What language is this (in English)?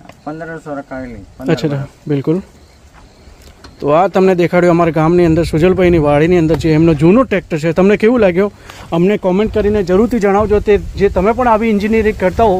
Gujarati